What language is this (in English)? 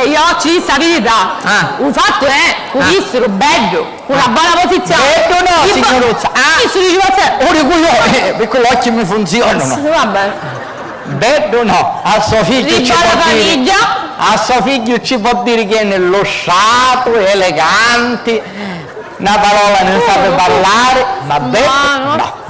Sicilian